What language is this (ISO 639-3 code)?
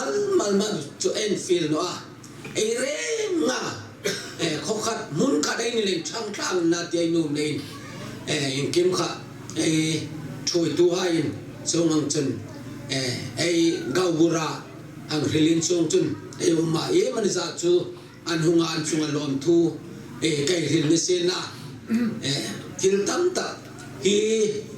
hmr